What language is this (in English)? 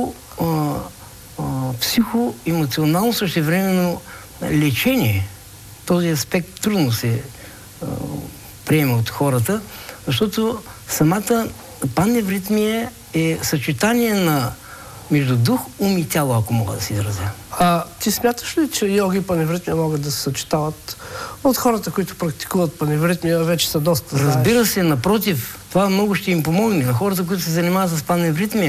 Bulgarian